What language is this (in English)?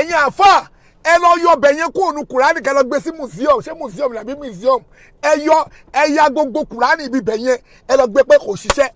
Yoruba